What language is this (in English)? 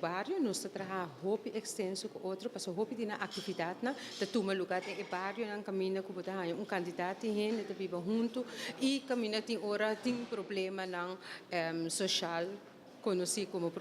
Papiamento